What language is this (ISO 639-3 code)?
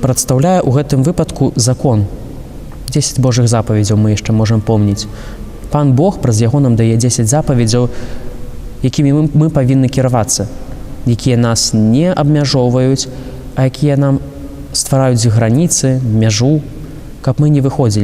bel